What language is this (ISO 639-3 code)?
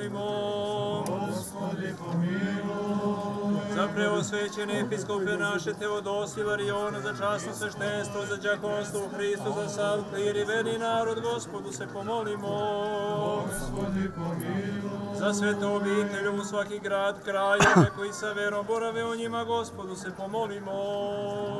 srp